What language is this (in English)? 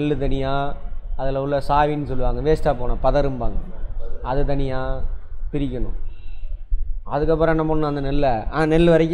Tamil